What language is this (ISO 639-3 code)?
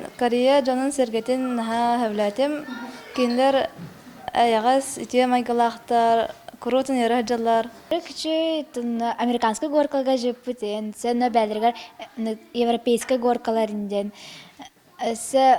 sah